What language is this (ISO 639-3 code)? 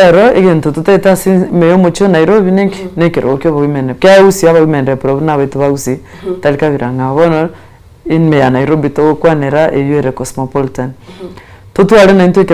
guz